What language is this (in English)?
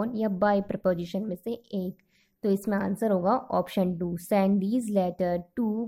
Hindi